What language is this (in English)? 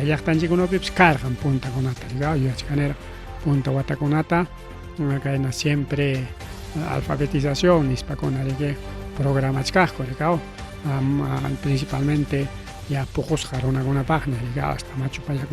Ayacucho Quechua